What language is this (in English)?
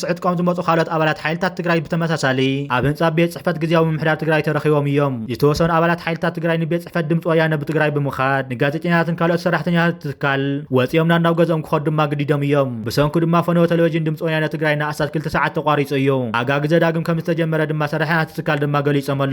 Tigrinya